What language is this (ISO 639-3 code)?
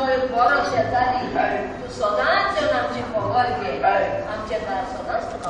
kok